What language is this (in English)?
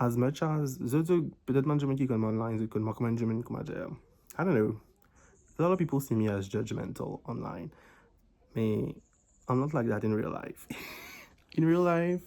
Morisyen